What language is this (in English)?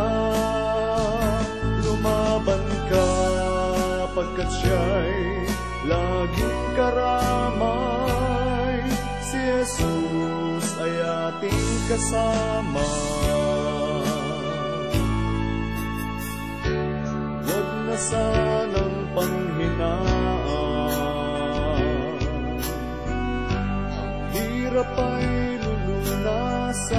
Filipino